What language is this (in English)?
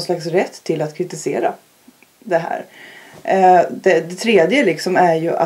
Swedish